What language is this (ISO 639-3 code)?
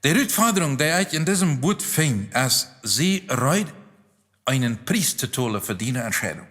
pdt